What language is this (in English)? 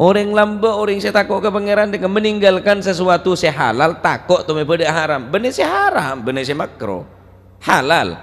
Madurese